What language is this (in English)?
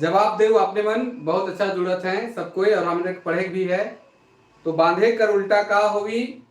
Sadri